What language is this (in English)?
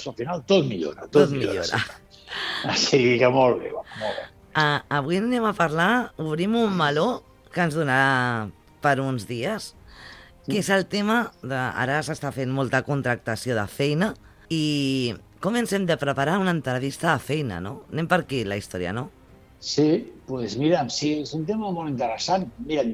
Catalan